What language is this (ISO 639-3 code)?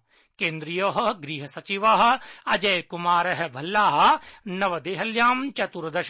san